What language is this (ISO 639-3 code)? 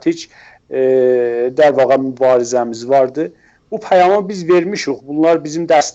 azb